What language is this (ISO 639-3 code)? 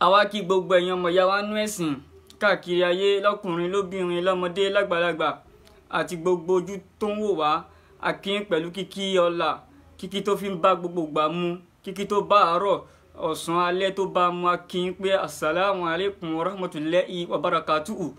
yor